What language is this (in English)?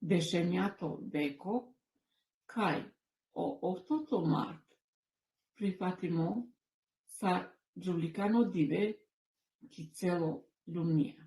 Balkan Romani